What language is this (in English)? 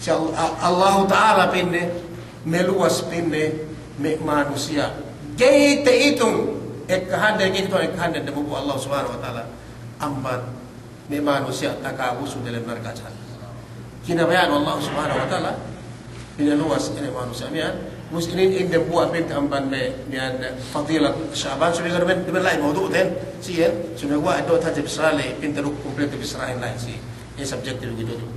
Yakan